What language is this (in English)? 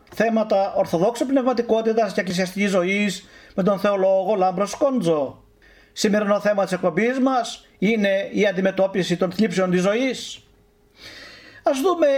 Greek